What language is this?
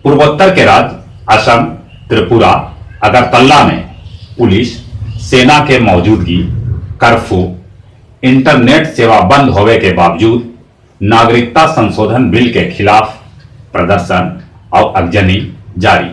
Magahi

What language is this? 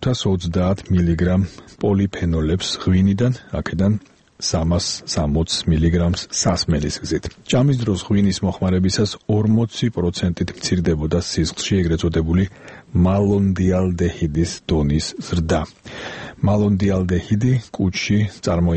Georgian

